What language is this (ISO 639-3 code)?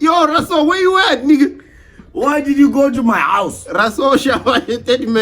ven